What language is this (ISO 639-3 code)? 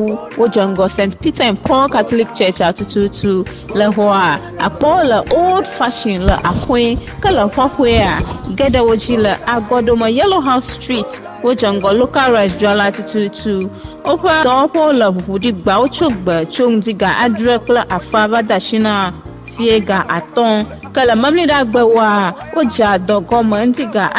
ewe